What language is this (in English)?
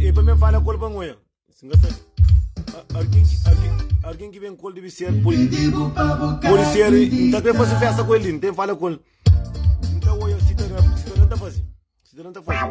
Kabuverdianu